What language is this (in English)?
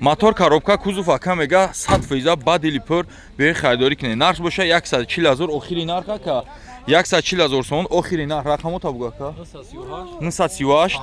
Tajik